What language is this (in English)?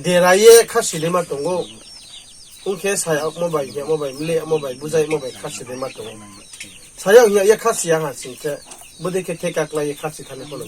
Riang (India)